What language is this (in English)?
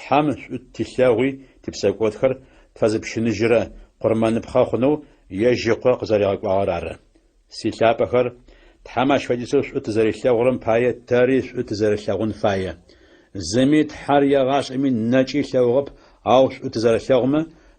Adyghe